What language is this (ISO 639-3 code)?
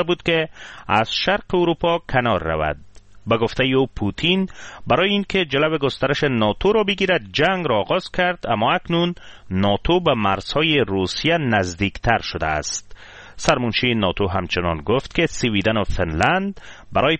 fas